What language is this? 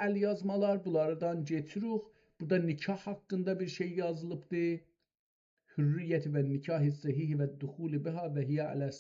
South Azerbaijani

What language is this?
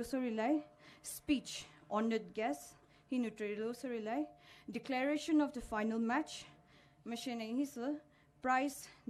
Poumei Naga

